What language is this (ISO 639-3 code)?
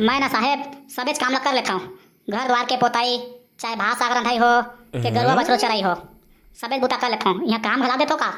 hne